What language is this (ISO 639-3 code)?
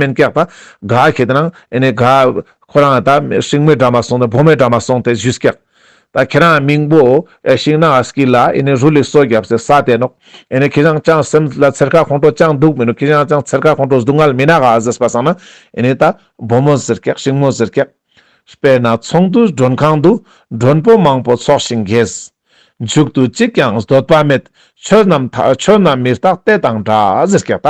lbj